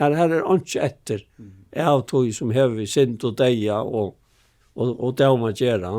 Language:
Faroese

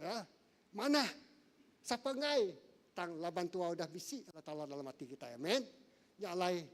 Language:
Iban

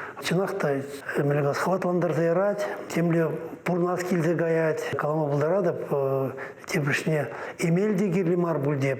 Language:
Chuvash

